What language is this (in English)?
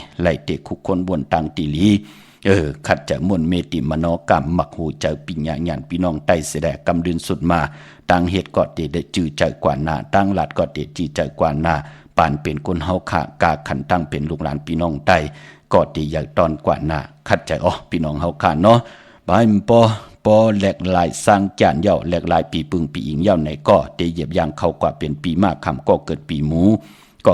Shan